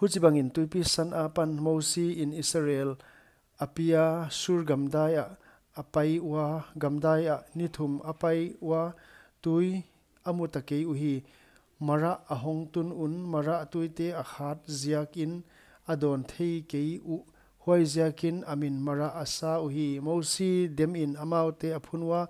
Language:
Paite Chin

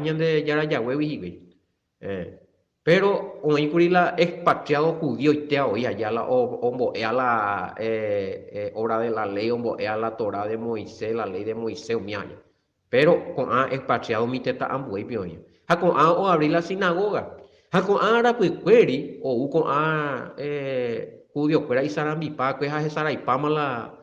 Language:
Guarani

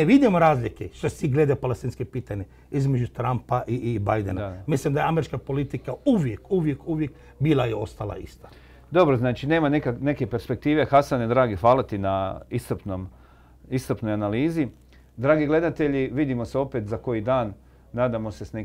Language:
Croatian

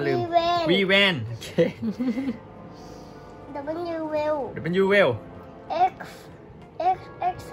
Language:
Thai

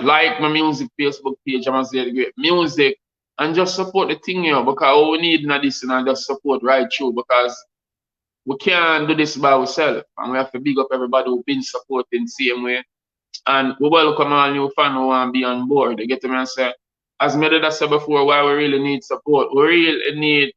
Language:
Jamaican Creole English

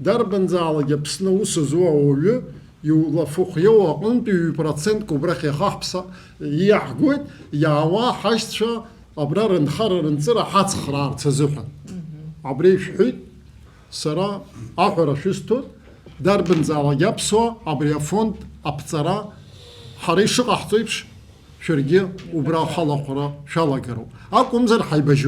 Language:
Abkhazian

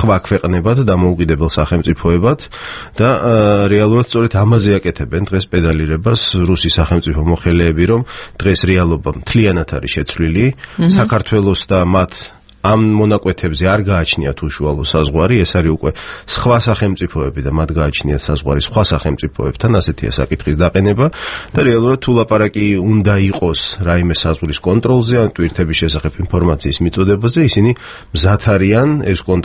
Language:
Georgian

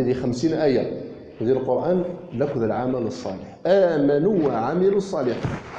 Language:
Kabyle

